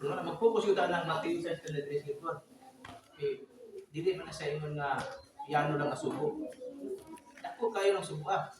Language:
Cebuano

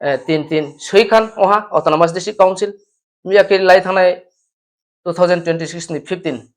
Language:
Riang (India)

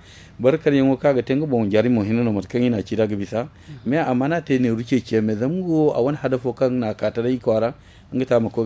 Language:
Zarma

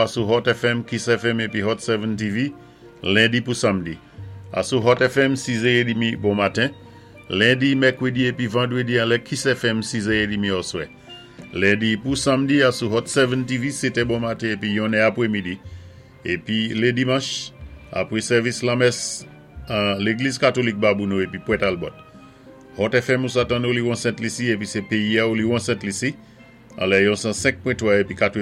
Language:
Saint Lucian Creole French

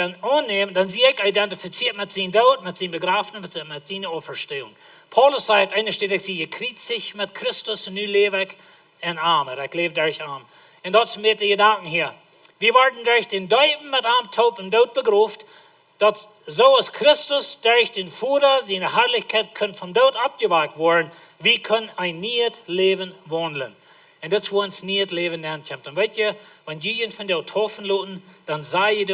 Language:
Plautdietsch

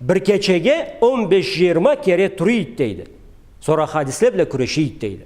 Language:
Karachay-Balkar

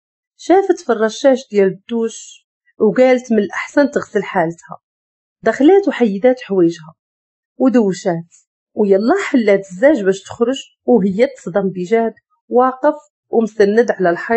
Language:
Moroccan Arabic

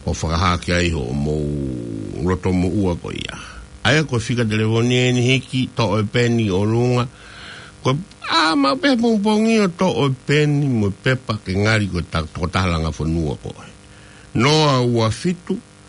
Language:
Tongan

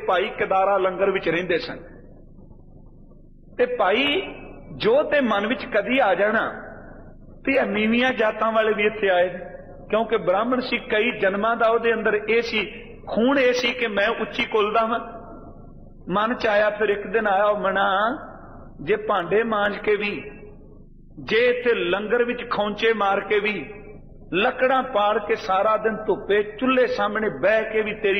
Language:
Punjabi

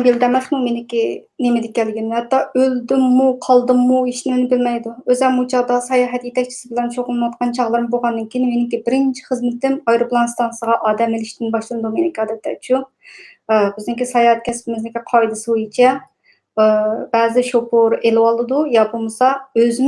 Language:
Uyghur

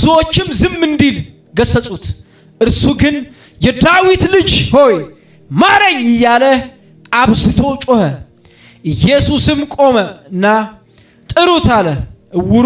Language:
Amharic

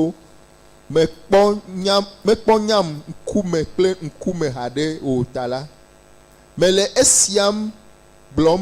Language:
Ewe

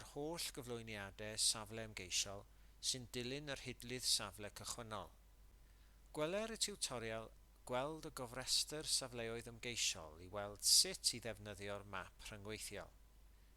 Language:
Welsh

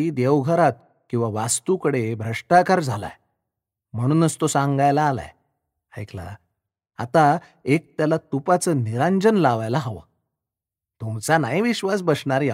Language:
Marathi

